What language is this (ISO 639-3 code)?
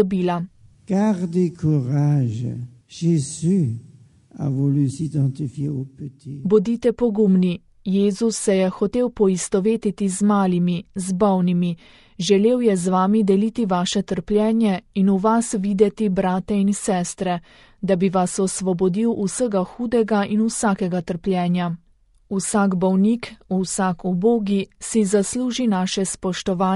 slv